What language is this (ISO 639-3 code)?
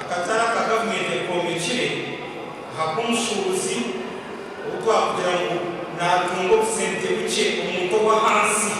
nyn